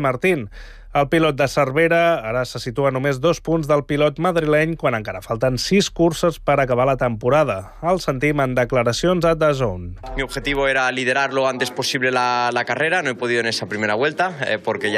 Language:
Catalan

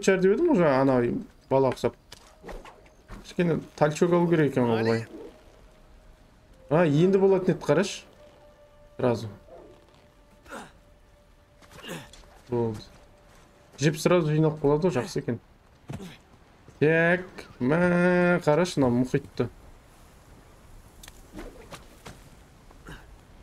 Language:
Kazakh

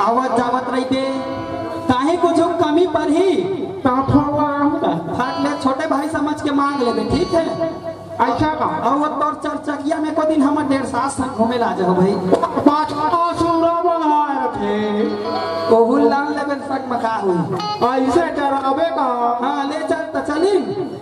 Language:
Chhattisgarhi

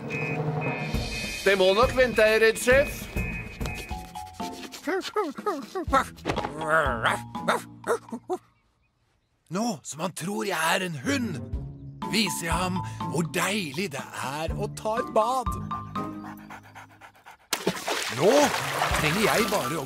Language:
Norwegian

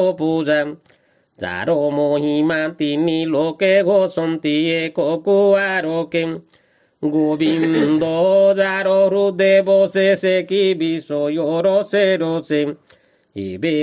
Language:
Odia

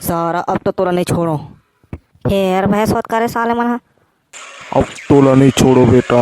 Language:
Chhattisgarhi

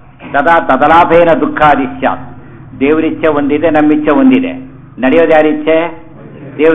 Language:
Kannada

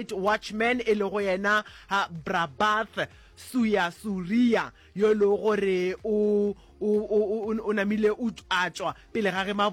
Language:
Northern Sotho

